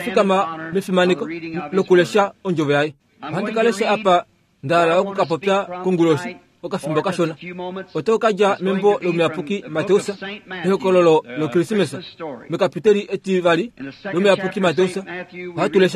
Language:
Kuanyama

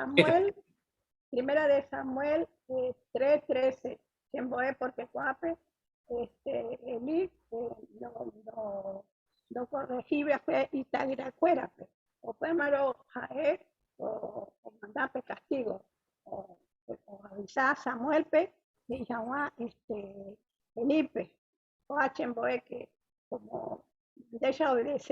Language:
Guarani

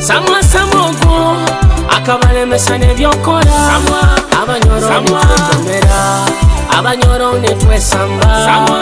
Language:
Nyoro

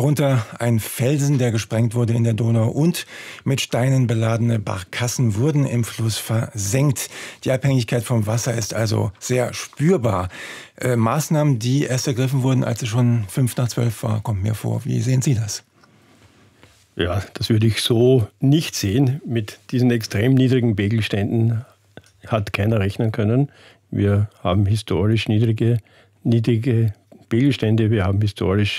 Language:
German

